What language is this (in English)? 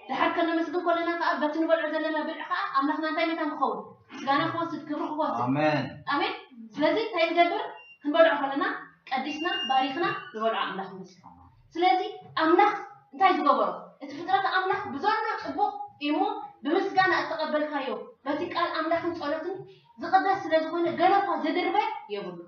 Tigrinya